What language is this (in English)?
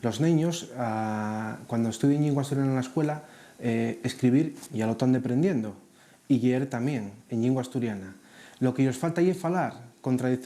Asturian